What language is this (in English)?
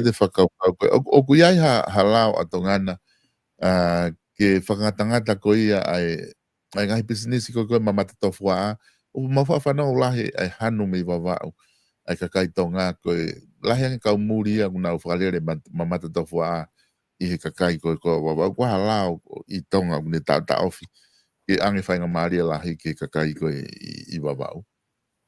Tongan